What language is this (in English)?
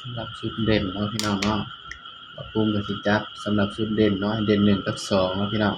Northeastern Thai